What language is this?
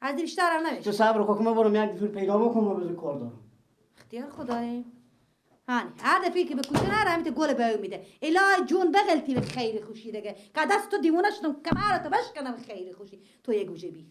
Persian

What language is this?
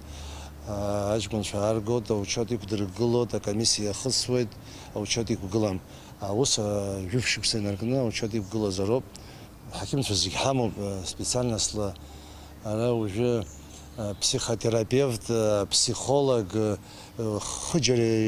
Abkhazian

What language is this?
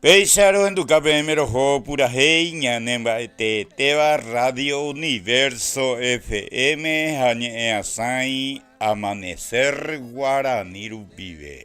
Guarani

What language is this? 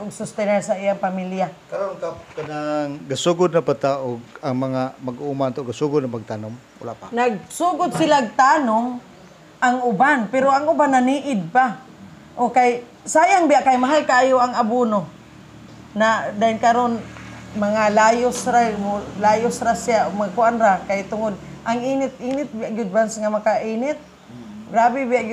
Cebuano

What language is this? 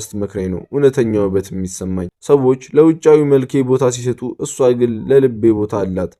Amharic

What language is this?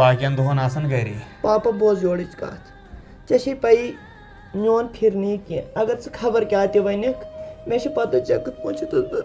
Kashmiri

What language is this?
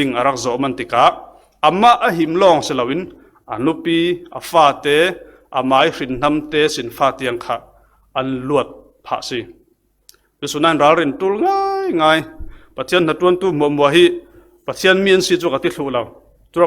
Falam Chin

